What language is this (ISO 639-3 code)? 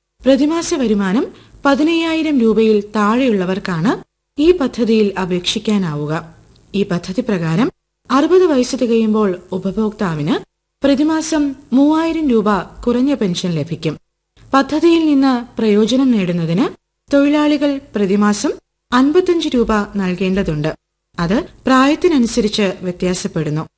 mal